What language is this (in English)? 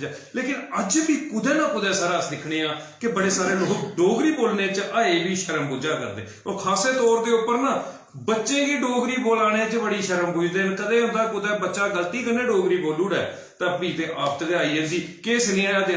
Dogri